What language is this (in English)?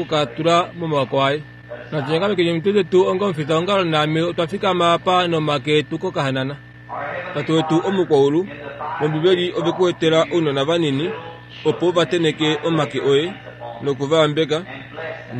Kuanyama